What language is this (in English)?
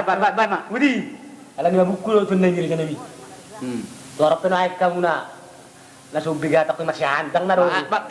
Batak Toba